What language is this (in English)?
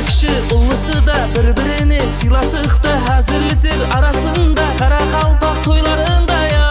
Kara-Kalpak